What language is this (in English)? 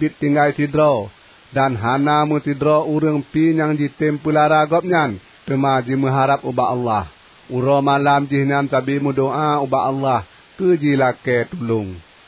Achinese